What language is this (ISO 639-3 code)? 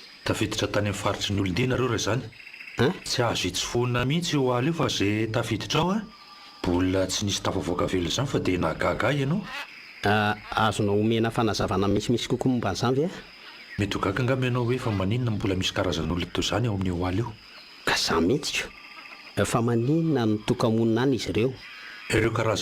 mlg